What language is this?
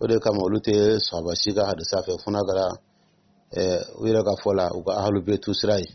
Dyula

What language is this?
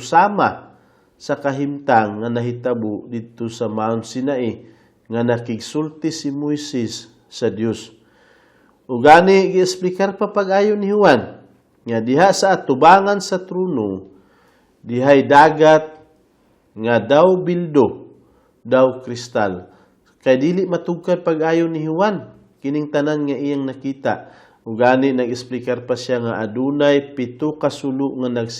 Cebuano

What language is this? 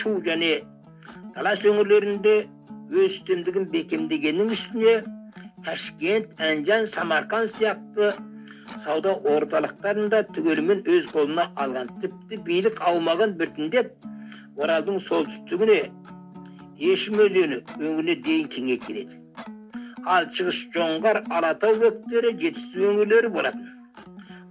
Kazakh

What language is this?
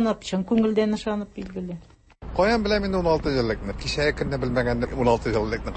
Tatar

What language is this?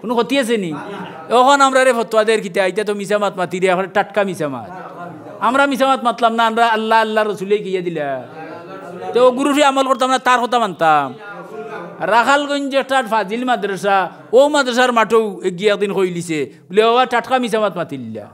Sylheti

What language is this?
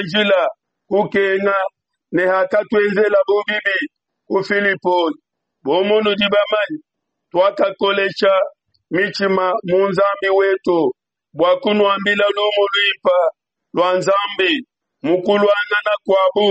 Luba-Lulua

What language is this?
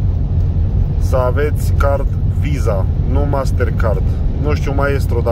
Romanian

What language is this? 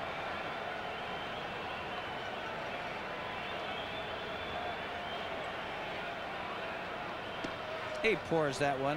English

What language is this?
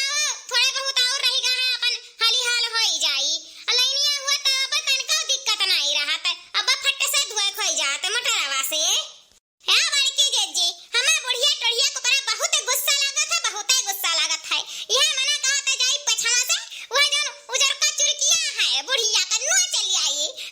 Awadhi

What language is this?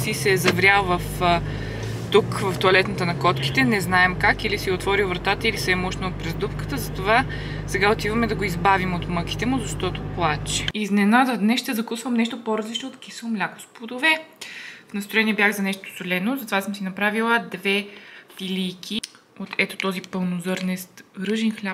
Bulgarian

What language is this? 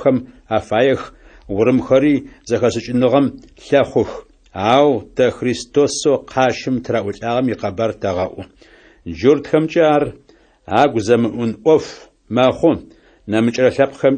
Adyghe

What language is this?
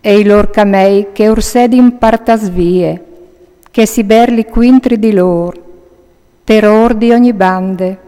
Friulian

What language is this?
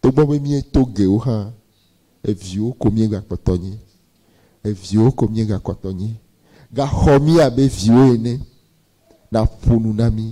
Ewe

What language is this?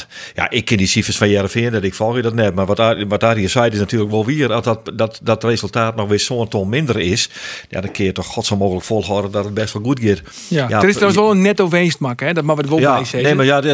Western Frisian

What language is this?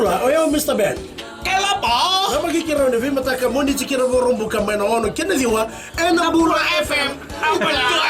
Fijian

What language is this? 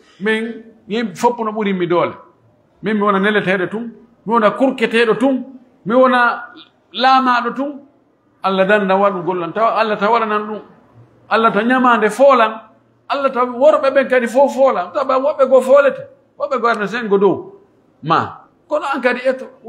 Pular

